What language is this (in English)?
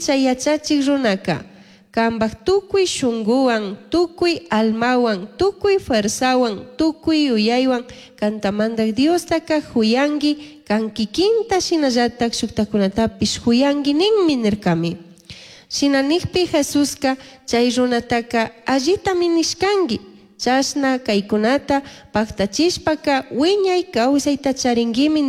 Chimborazo Highland Quichua